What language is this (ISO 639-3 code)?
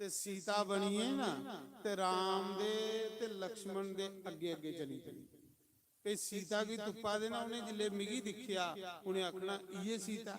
doi